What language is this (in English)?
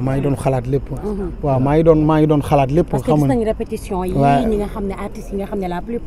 Wolof